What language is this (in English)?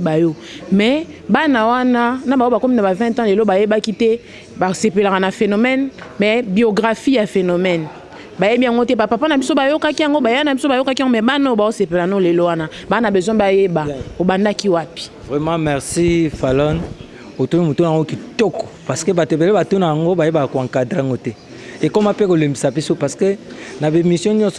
Lingala